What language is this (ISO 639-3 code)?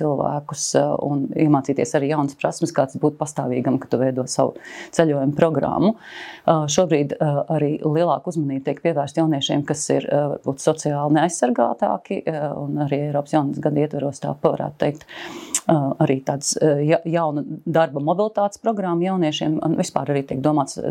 lav